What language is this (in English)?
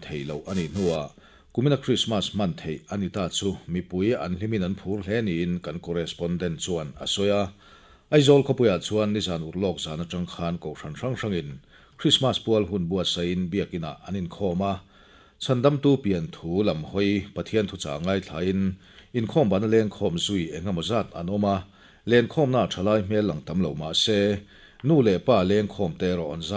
Mizo